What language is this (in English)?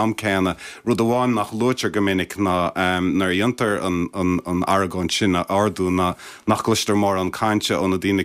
Irish